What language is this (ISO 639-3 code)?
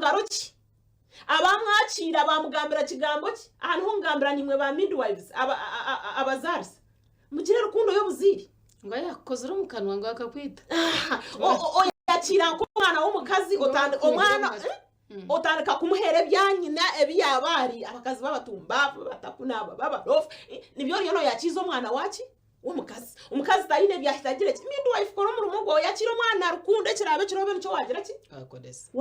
nyn